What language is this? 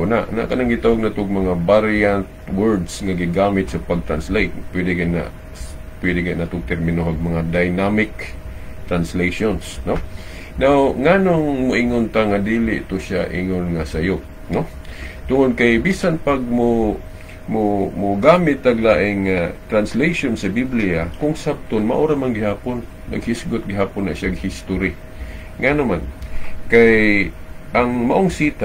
Cebuano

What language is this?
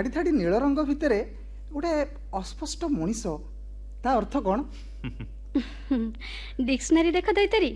Odia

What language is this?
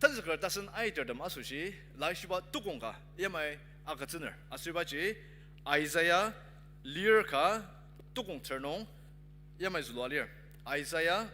Ao Naga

